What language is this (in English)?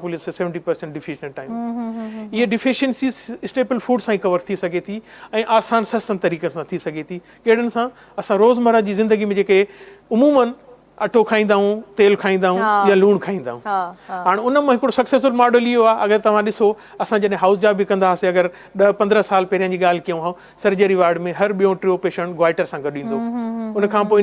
Sindhi